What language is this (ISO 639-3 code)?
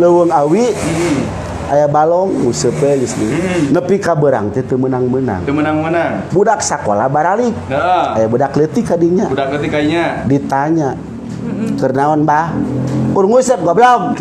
sun